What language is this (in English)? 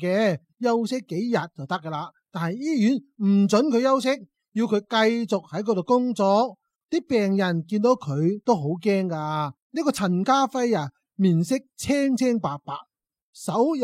Cantonese